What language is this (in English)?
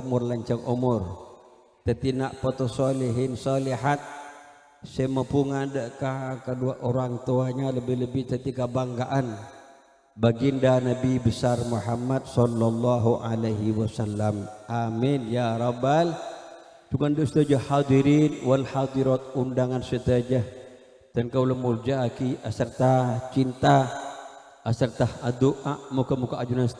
Madurese